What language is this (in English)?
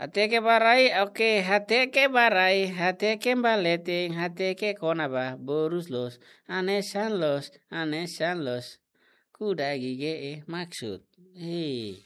Tetum